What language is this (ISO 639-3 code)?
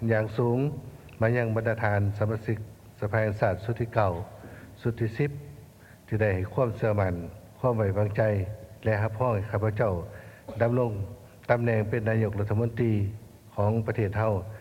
lao